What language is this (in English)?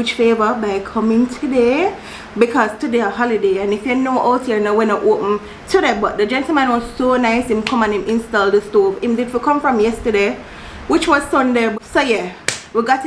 Jamaican Creole English